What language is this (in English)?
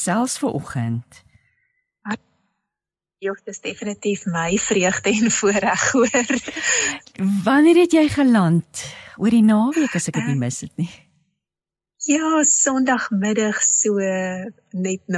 Afrikaans